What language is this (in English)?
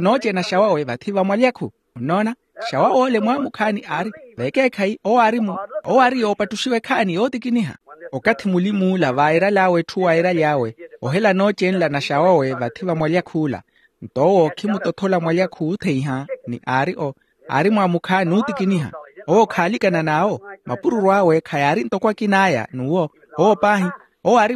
Makhuwa